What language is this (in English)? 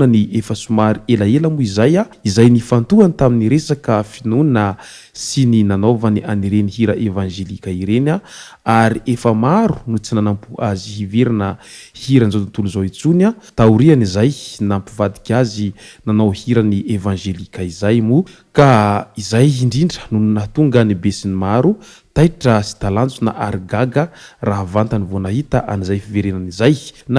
Malagasy